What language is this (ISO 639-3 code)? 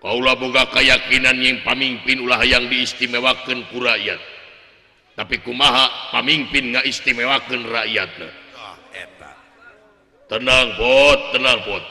sun